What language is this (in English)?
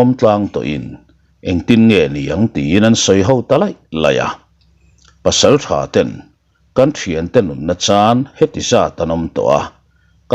Mizo